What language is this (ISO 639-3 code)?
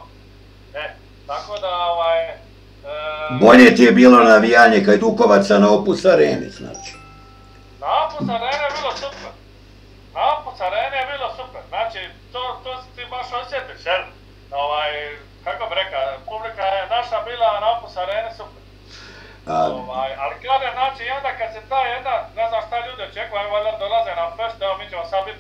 hrv